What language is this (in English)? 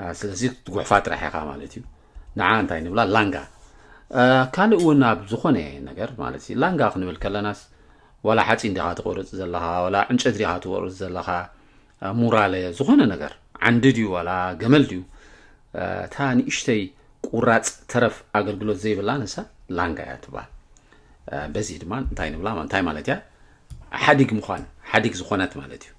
Tigrinya